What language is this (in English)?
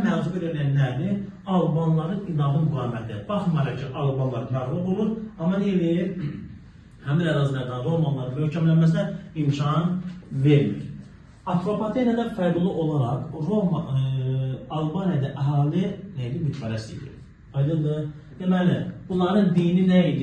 Azerbaijani